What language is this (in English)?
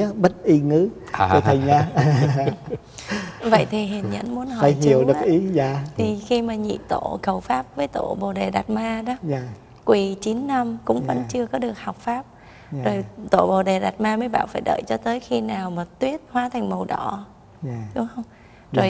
Vietnamese